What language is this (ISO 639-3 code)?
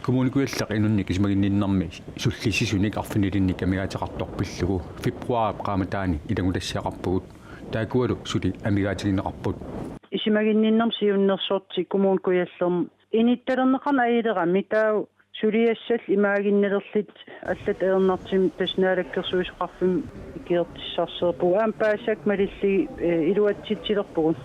kal